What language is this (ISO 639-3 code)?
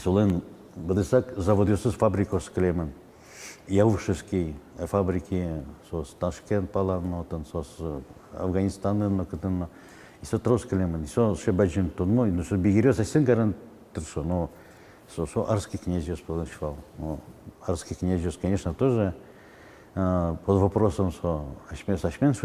udm